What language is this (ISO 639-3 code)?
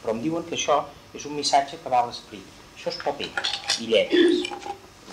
cat